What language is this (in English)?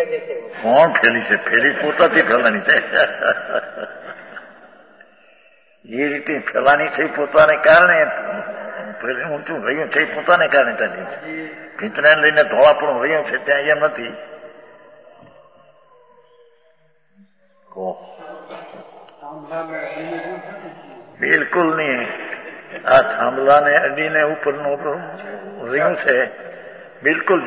Gujarati